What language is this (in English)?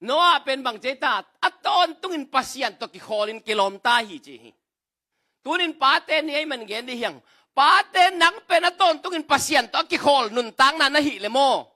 Tedim Chin